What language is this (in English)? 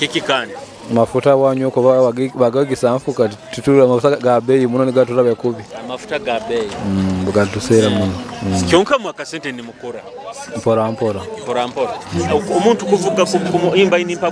Nyoro